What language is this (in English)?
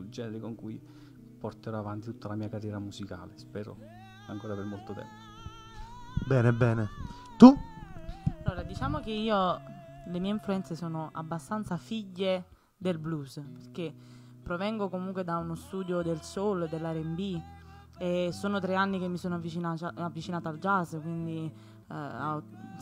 Italian